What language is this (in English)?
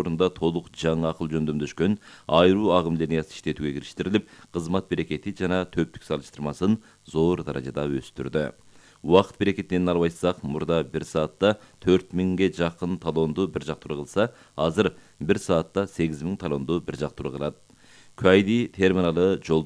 Kyrgyz